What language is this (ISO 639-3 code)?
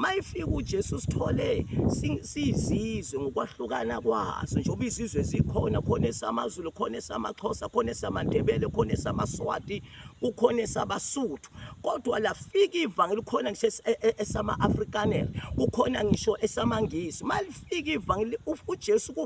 zul